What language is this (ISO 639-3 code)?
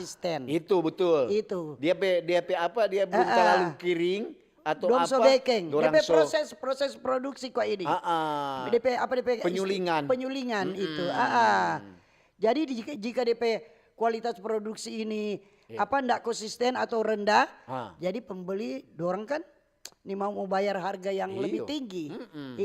xmm